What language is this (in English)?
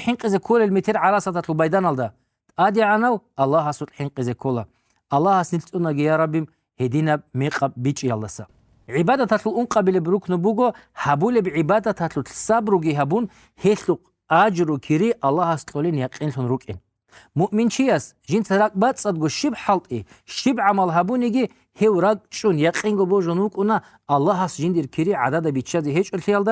Avaric